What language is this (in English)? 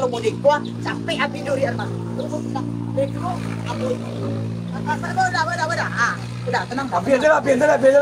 Minangkabau